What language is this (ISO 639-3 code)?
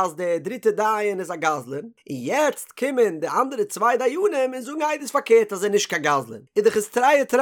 yid